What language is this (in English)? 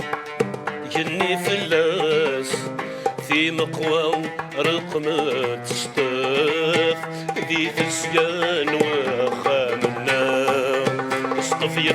Kabyle